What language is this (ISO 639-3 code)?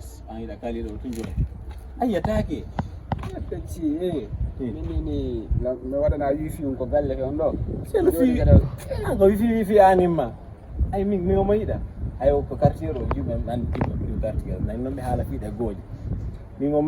ful